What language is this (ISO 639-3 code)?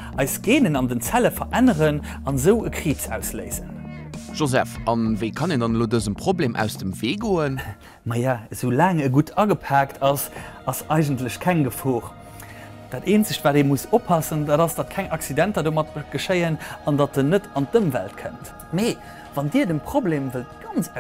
ltz